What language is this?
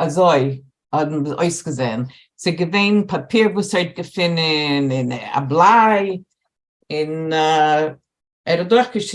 Yiddish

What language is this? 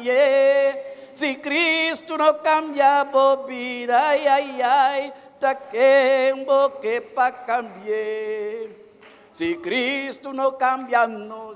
Papiamento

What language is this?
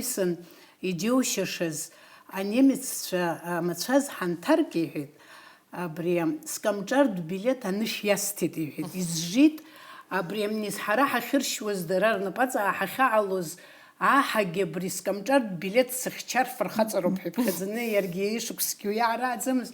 Abkhazian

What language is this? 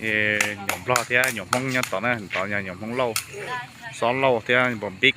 Hmong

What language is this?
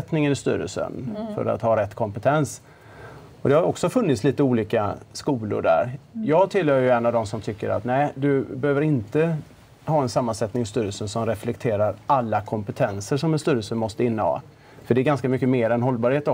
Swedish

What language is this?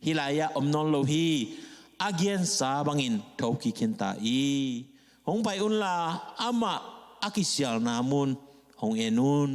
Tedim Chin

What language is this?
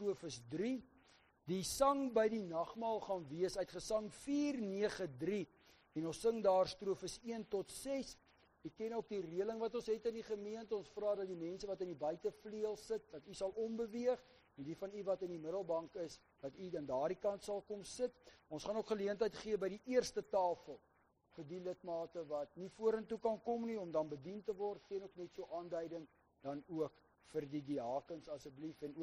Afrikaans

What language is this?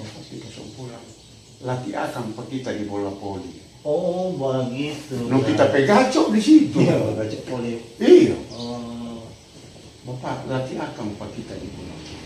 Manado Malay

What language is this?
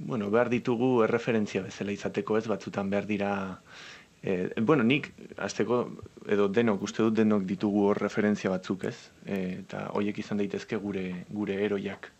Basque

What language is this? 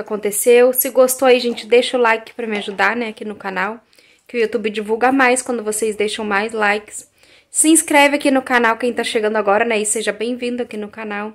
Portuguese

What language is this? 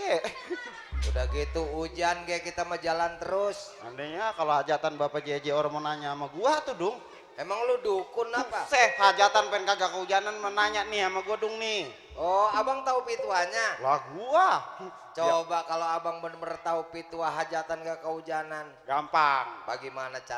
Betawi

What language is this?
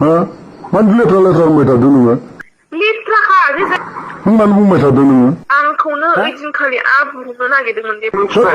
Bodo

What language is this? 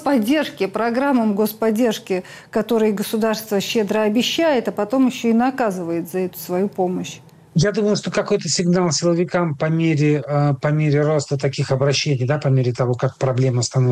Russian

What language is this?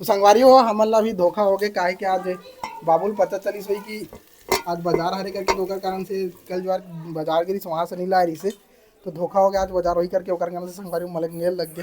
Chhattisgarhi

